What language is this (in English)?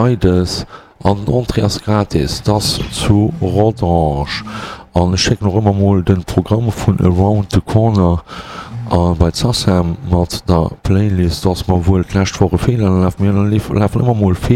Luxembourgish